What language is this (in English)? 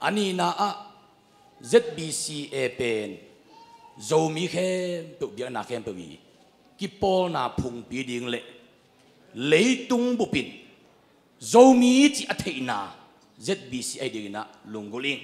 Tedim Chin